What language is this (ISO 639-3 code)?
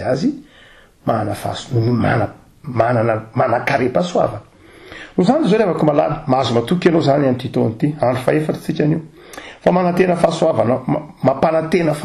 mlg